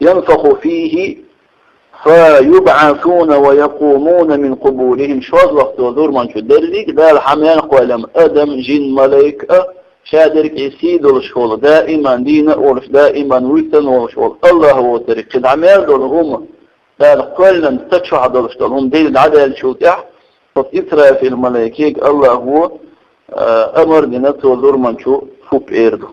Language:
Chechen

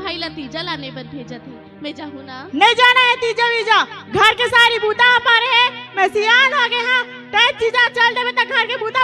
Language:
Chhattisgarhi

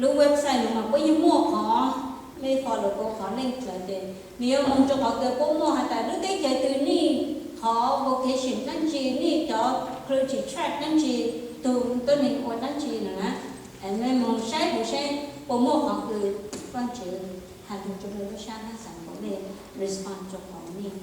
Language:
Hmong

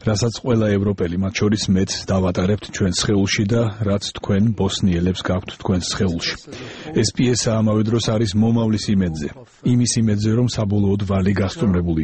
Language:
Georgian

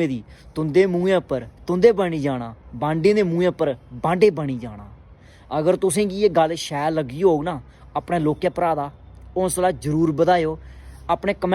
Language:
Dogri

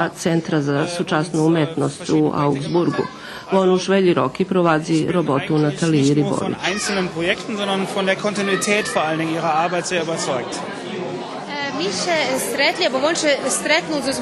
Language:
Rusyn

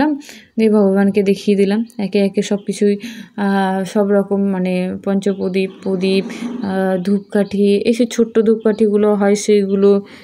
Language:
Bangla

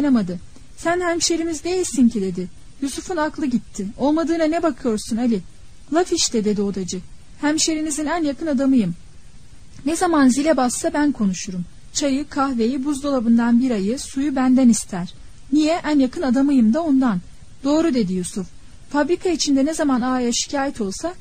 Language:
Turkish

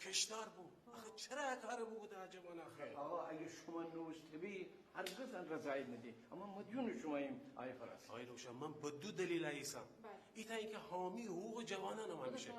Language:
Gilaki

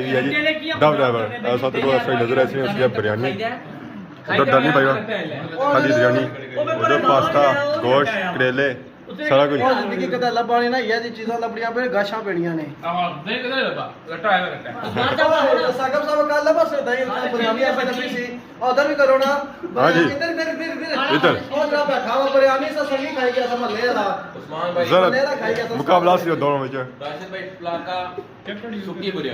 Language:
Pahari-Potwari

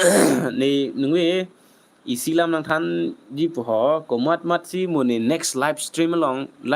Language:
Karbi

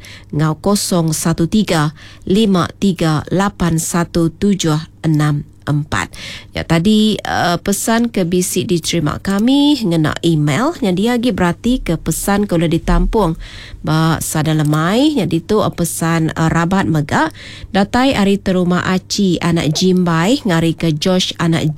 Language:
Iban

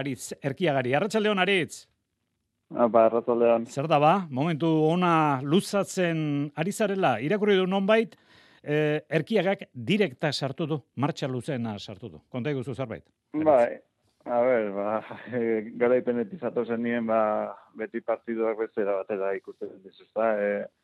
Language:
Basque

